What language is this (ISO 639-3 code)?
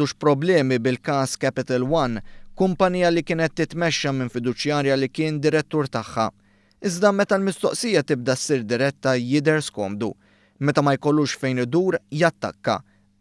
mlt